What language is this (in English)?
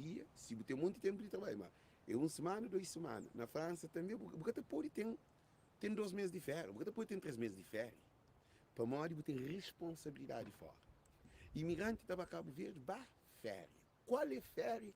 Kabuverdianu